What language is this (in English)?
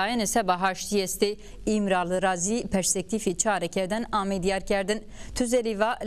Zaza